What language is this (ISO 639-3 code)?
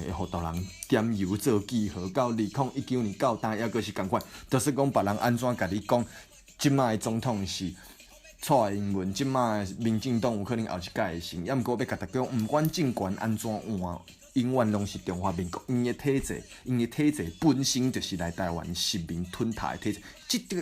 nan